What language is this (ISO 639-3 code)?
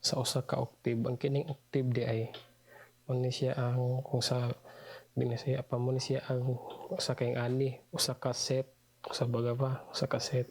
ceb